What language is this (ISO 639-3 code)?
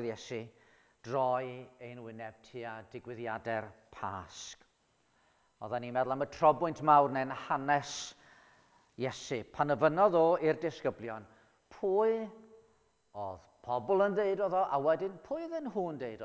cym